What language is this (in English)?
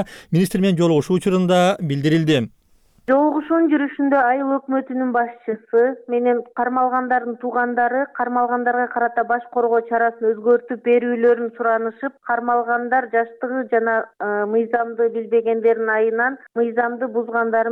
Kyrgyz